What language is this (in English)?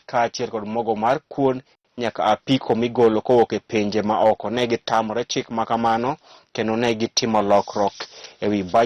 Luo (Kenya and Tanzania)